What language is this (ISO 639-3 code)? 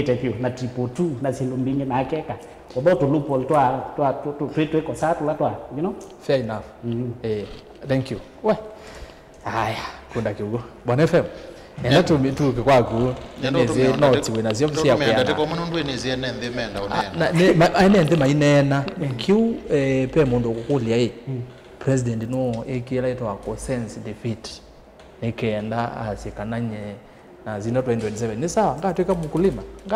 kam